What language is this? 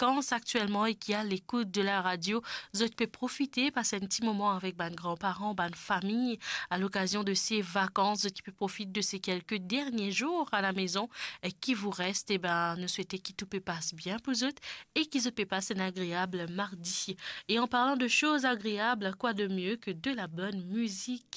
Morisyen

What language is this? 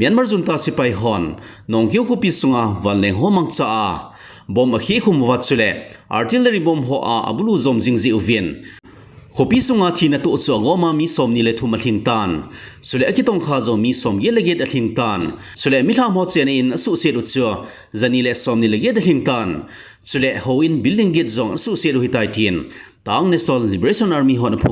Thado Chin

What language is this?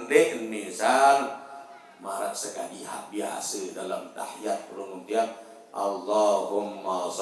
Sasak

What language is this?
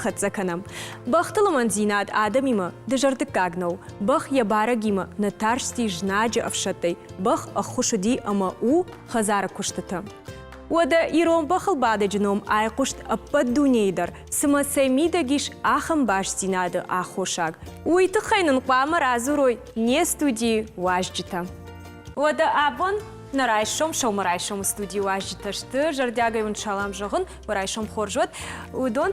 Ossetic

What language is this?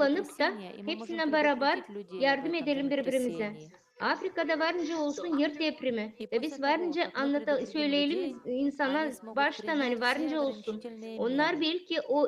Gagauz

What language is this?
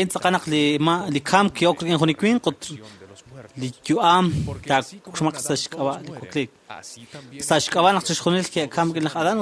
Kekchí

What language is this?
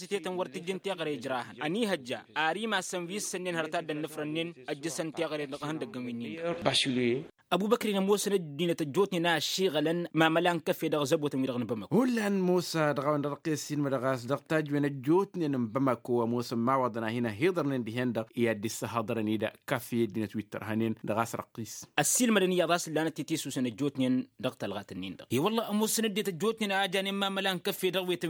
Tamasheq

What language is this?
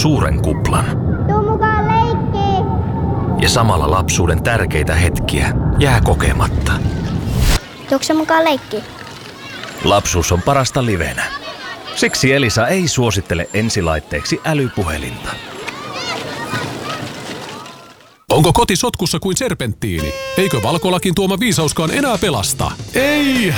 Finnish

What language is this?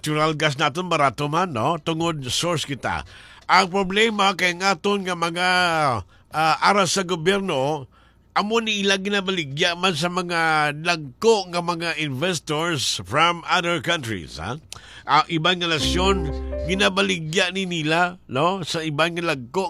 Hiligaynon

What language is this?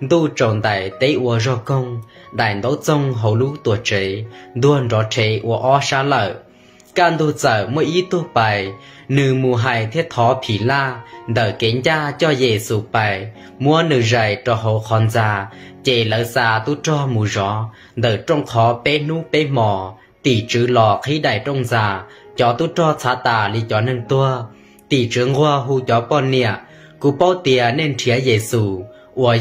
Hmong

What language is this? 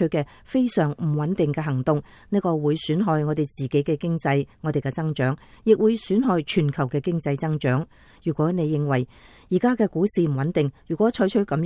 Cantonese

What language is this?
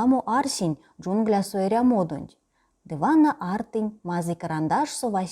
Erzya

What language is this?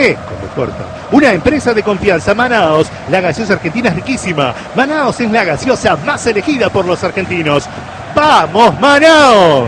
Spanish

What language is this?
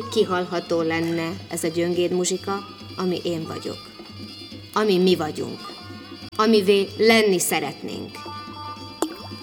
Hungarian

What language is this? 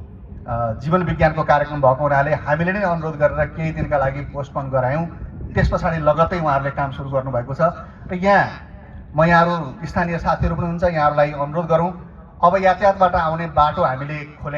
Nepali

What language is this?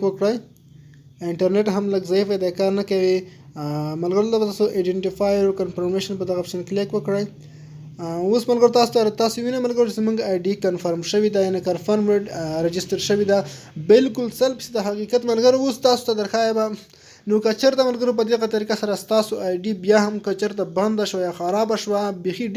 Pashto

